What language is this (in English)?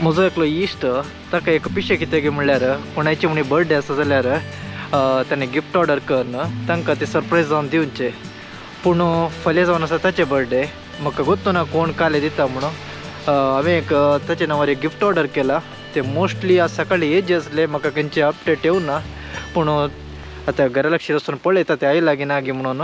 Konkani